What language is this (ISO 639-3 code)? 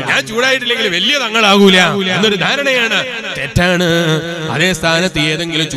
mal